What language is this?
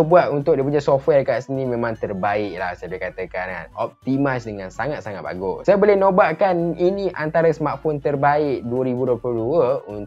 Malay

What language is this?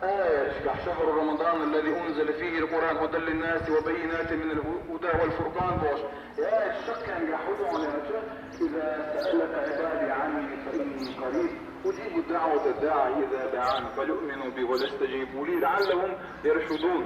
Chechen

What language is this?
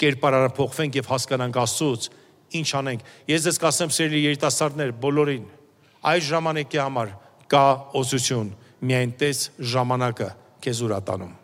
Armenian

